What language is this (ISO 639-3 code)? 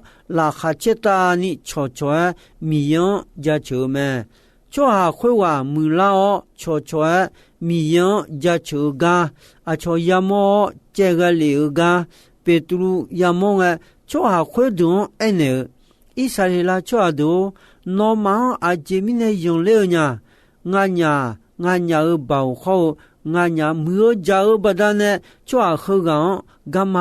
ahk